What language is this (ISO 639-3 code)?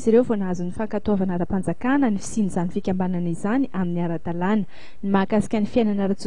mlg